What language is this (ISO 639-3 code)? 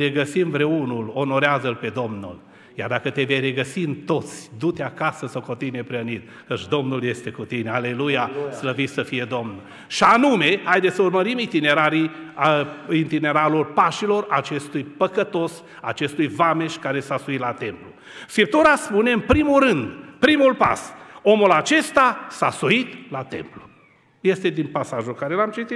ron